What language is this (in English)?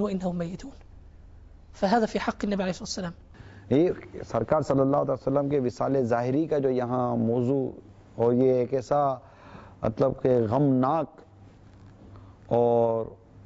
Urdu